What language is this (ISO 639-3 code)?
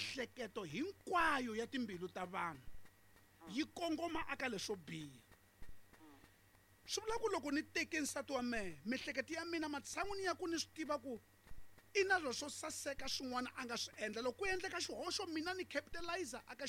tso